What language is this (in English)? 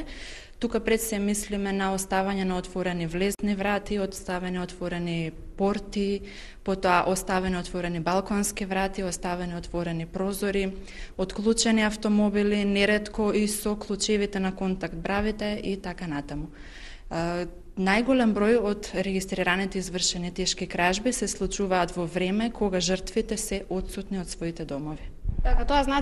Macedonian